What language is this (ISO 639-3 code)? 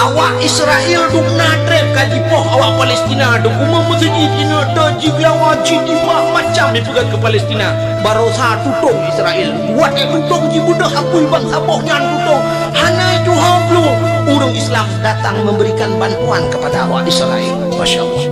ace